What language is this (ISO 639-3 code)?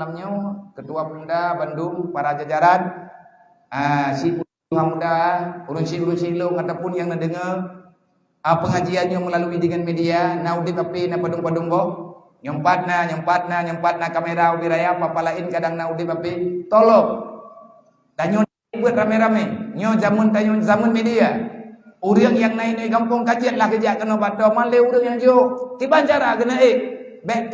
ace